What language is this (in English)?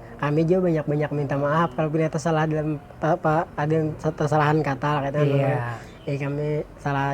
Banjar